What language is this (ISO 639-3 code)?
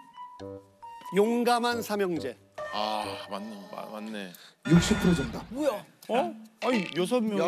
kor